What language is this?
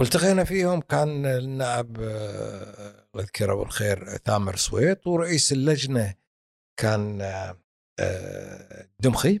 Gulf Arabic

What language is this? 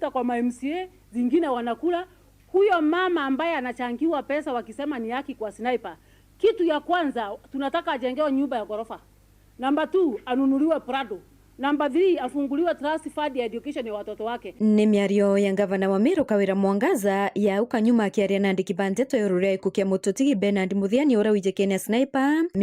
Meru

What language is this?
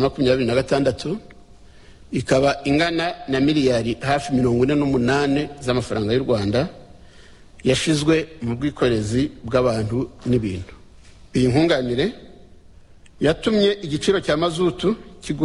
Kinyarwanda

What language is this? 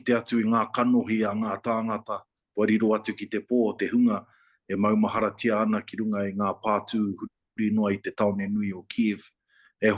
Māori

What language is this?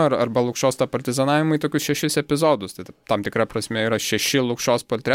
Lithuanian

